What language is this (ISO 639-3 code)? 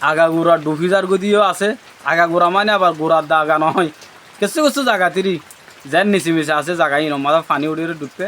rhg